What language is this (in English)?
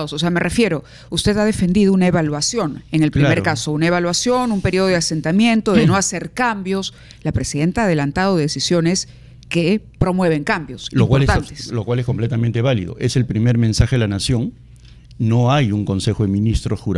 Spanish